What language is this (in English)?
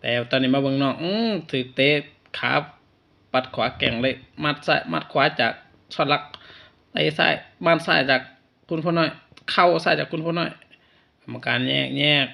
Northeastern Thai